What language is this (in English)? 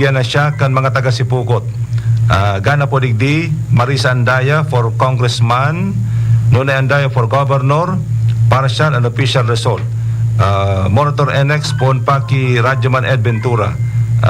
Bikol